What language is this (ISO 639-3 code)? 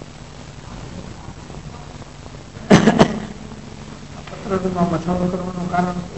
guj